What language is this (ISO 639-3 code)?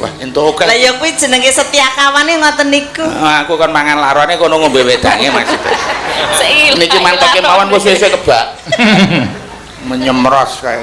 jav